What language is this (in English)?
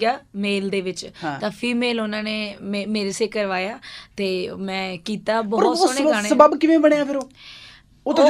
Punjabi